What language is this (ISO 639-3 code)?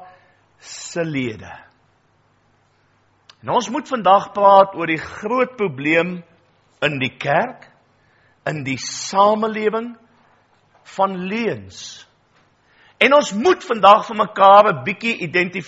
afr